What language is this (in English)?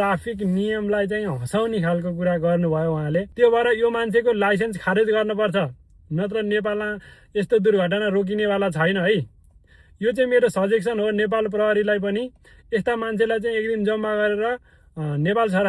Nepali